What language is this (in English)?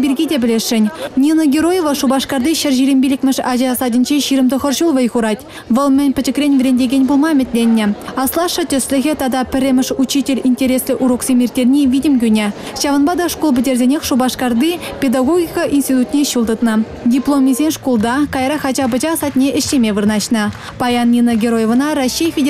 Chuvash